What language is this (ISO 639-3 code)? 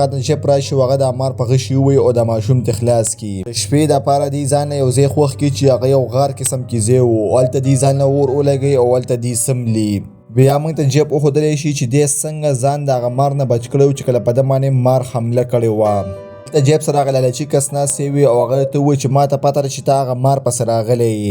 pus